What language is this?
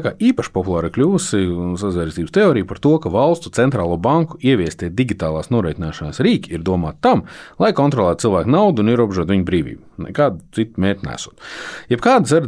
Latvian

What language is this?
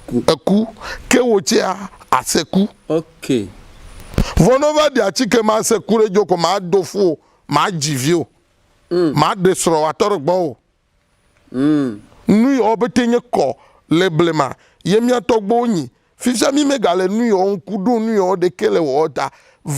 Ewe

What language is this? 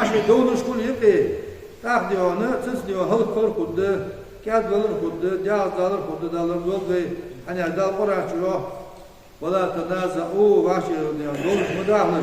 Ingush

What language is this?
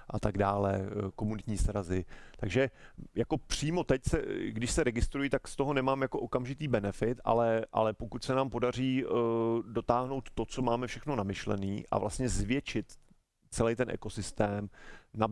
Czech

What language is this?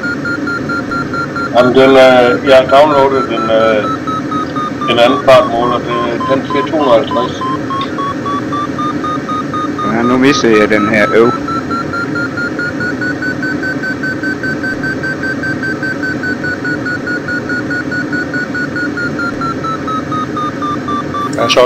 Danish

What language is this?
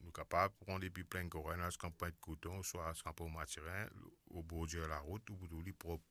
Morisyen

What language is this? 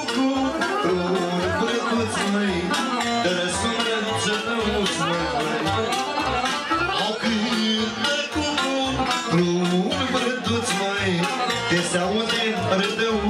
Romanian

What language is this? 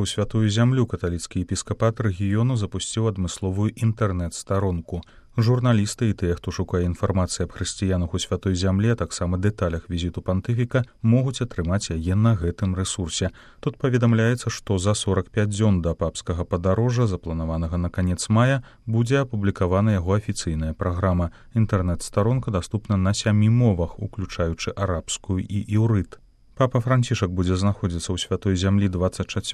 Belarusian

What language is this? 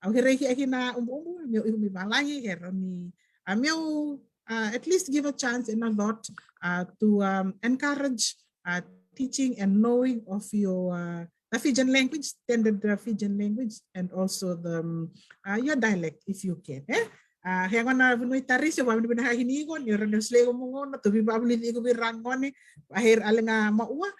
Fijian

